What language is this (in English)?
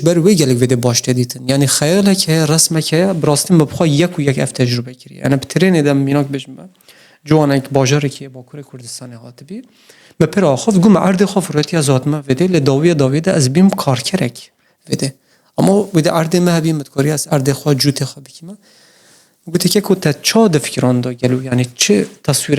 Kurdish